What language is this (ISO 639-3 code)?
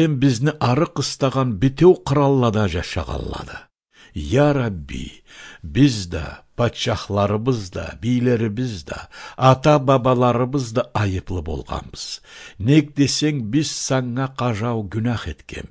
krc